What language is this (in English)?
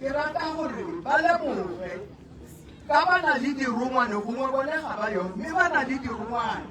Tswana